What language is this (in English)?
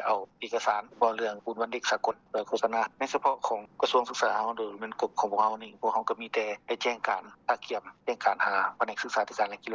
Lao